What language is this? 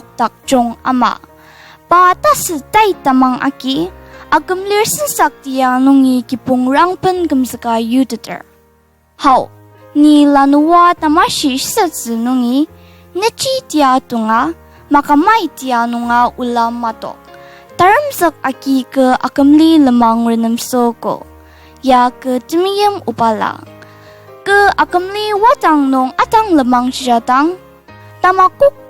Ao Naga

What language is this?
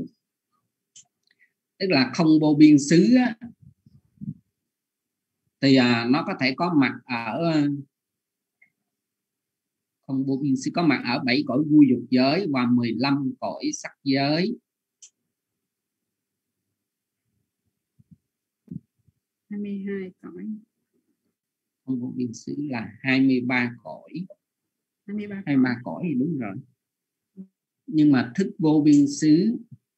Vietnamese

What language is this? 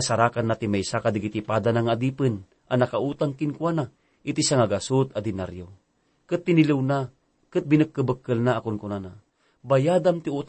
Iloko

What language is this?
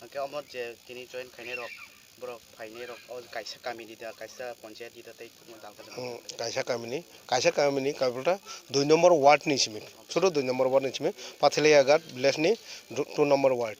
Kok Borok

